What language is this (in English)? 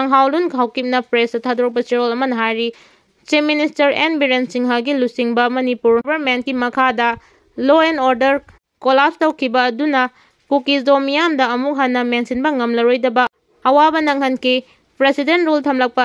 Manipuri